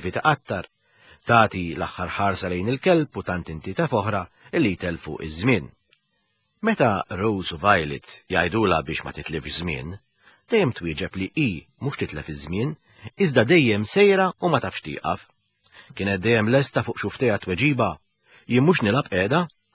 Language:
Maltese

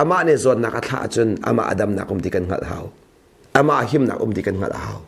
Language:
Hakha Chin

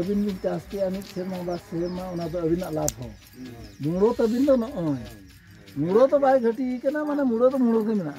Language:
Santali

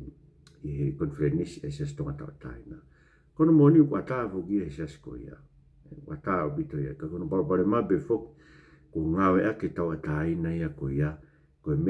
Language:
Tongan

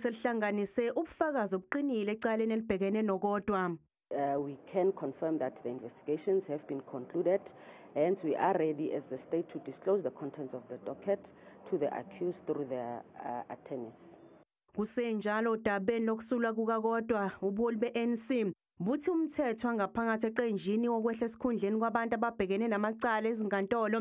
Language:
Zulu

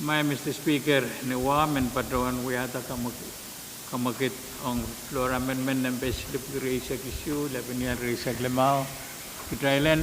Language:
Pohnpeian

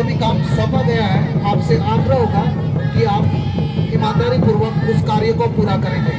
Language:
Santali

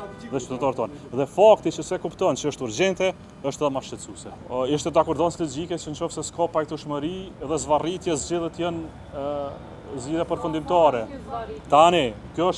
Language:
Albanian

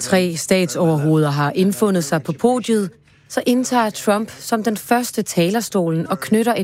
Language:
Danish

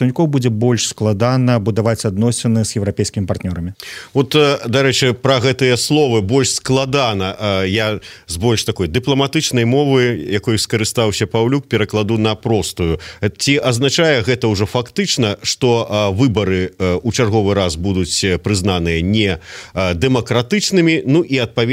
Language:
Belarusian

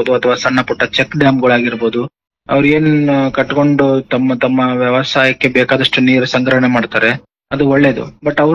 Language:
Kannada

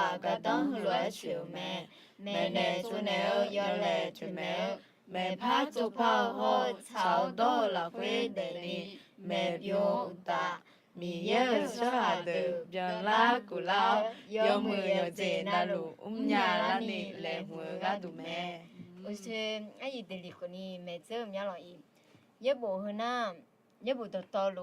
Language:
Akha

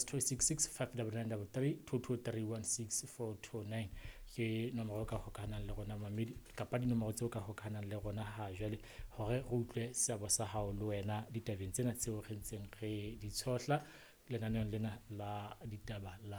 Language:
Southern Sotho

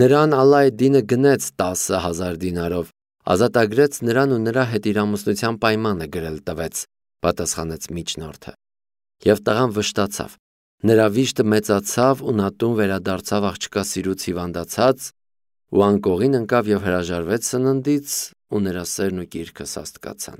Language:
Armenian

